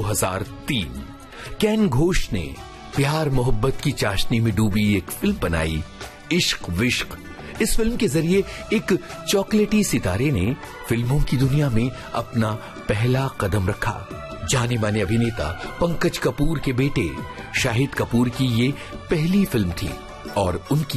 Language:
Hindi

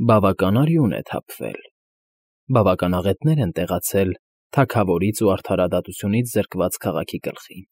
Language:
Armenian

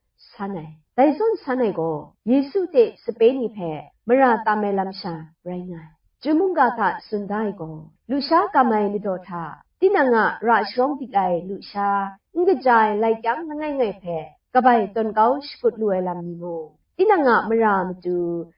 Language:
Kachin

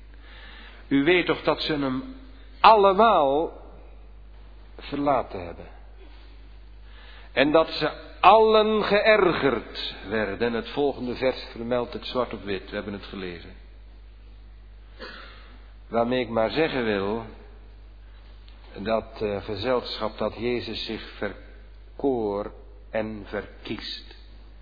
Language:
Dutch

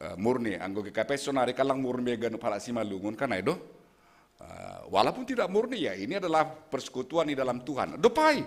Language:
Batak Simalungun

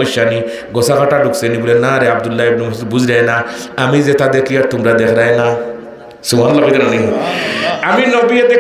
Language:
Sylheti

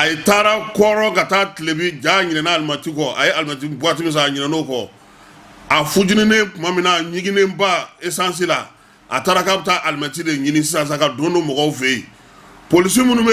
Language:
Bambara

